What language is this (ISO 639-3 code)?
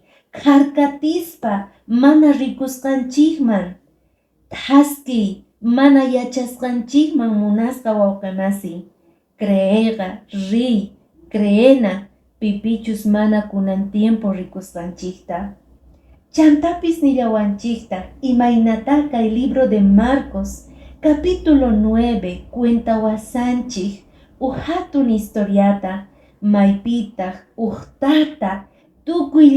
que